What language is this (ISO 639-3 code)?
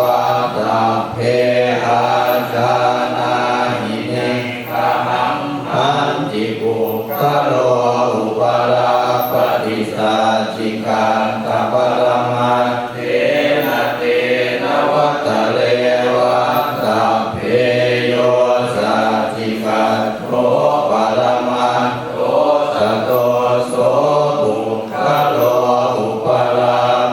pli